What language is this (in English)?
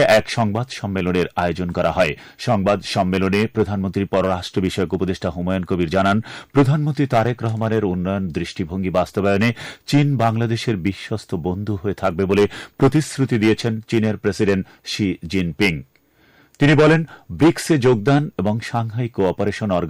Bangla